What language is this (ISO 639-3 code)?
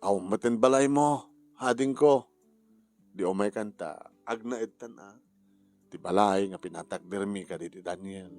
ilo